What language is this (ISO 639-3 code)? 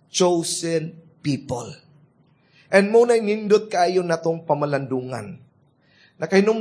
ceb